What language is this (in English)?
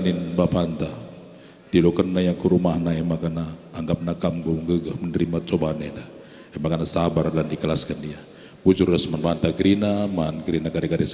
Batak Karo